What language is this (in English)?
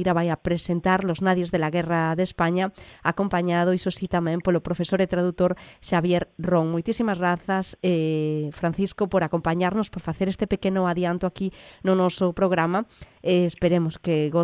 Galician